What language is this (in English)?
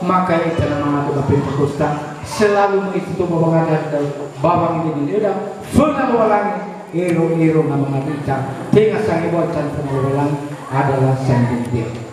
Nias